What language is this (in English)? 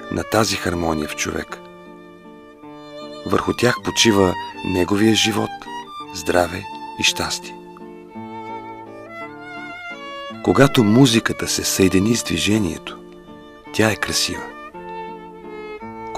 Bulgarian